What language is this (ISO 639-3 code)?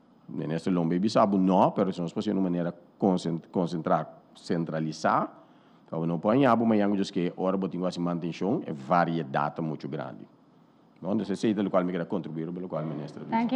pap